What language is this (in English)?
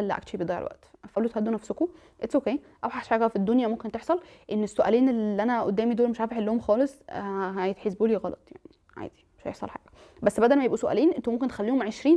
Egyptian Arabic